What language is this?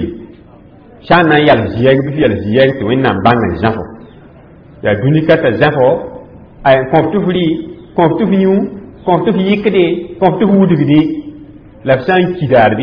Mossi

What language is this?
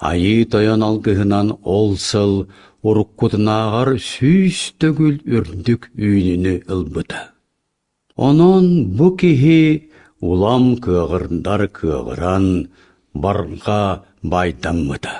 Yakut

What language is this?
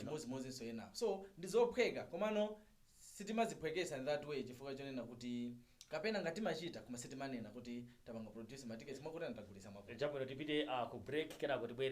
Nyanja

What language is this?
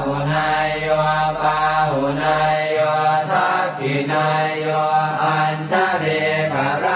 Pali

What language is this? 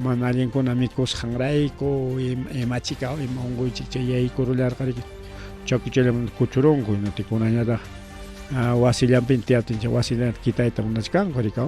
Ayacucho Quechua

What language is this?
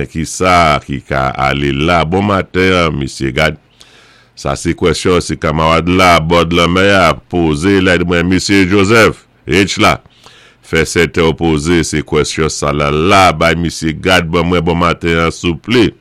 Saint Lucian Creole French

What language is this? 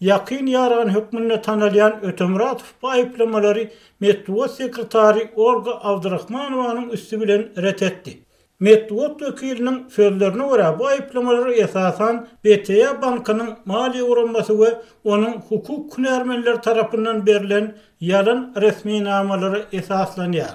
Turkmen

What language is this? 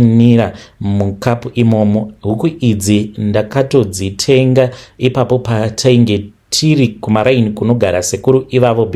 Shona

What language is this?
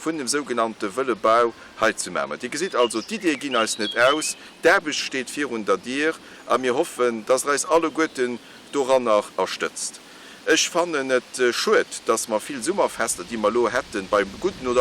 Luxembourgish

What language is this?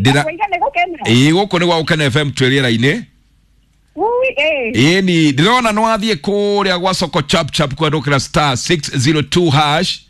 Kikuyu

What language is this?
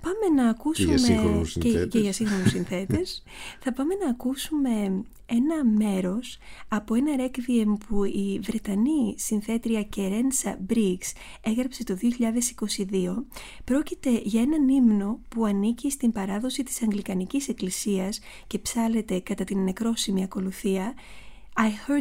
Greek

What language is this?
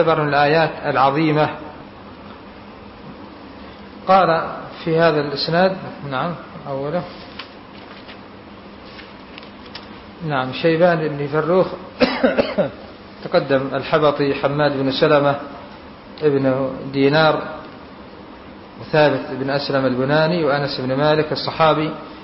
Arabic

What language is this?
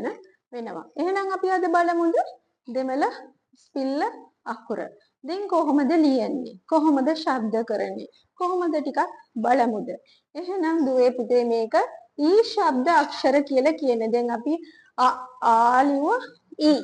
Sinhala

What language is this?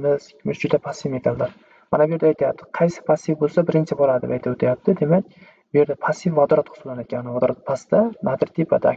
Uzbek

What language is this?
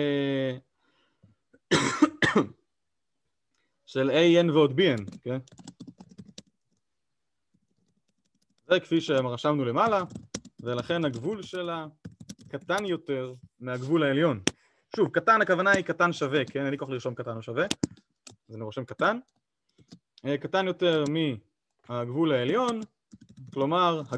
Hebrew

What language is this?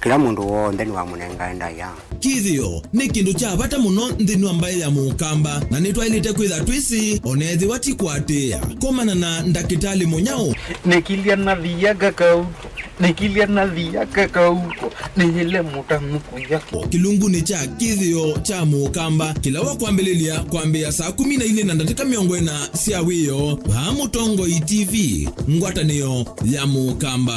Kamba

